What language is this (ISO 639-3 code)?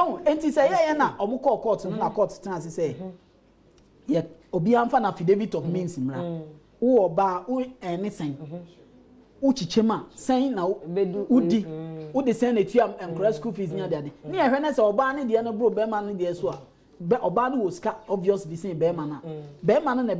aka